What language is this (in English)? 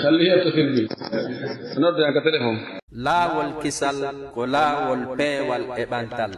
Pular